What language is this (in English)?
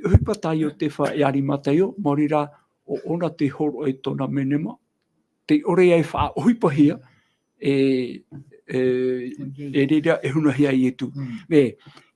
Tahitian